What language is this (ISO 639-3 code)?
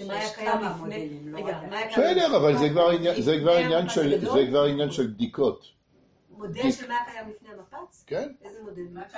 heb